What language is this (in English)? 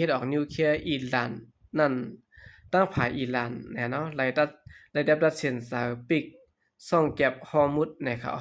Shan